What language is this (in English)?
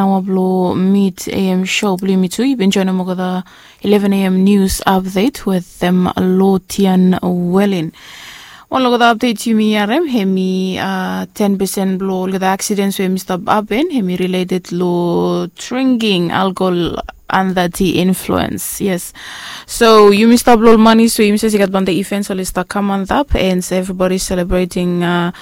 Bislama